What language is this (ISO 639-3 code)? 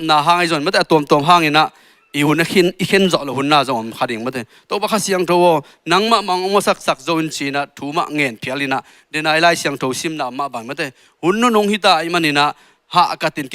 ctd